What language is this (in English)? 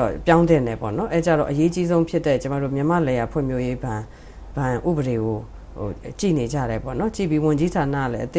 Burmese